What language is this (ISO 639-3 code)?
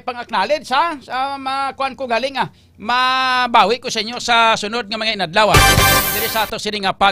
hil